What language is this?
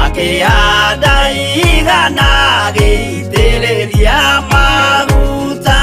Kikuyu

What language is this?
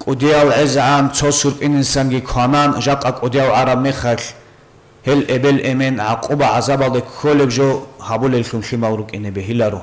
Avaric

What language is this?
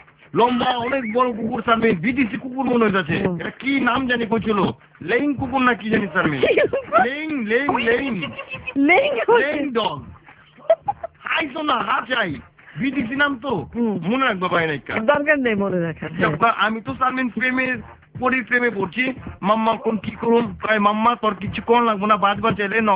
Bangla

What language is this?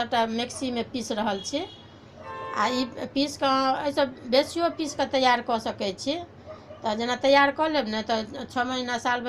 Maithili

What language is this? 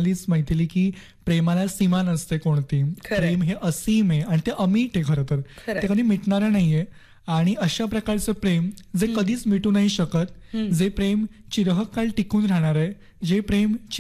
Marathi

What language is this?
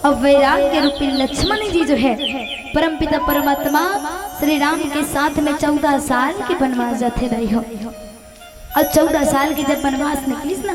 Chhattisgarhi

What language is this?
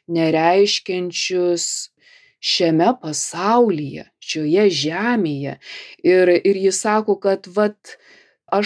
Lithuanian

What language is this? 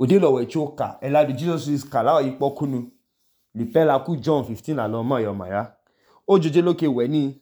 Idoma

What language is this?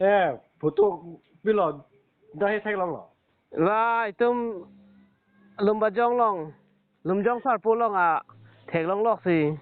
Karbi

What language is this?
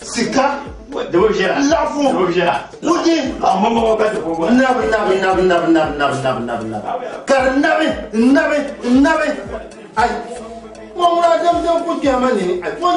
Dagbani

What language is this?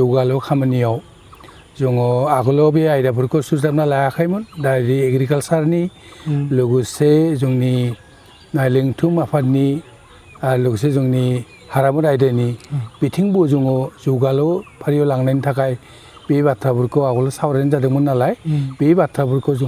Bodo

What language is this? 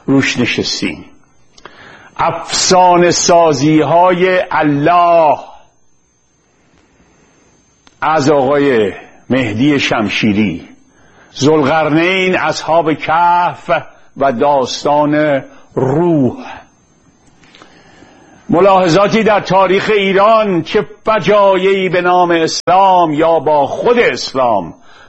Persian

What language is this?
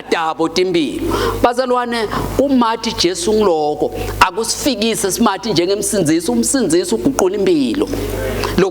Swati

